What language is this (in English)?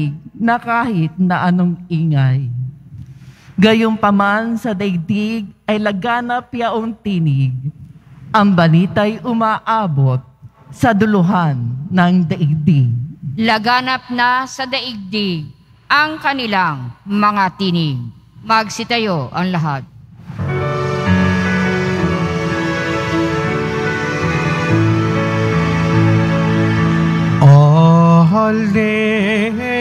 Filipino